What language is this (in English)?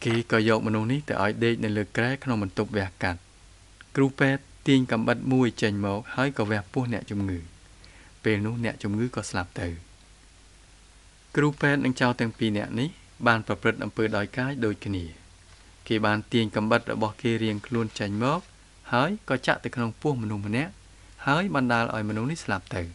Khmer